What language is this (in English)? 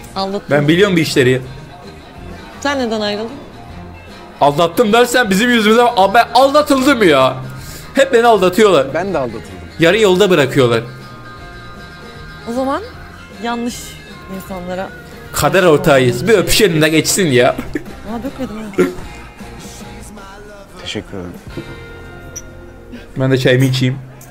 Turkish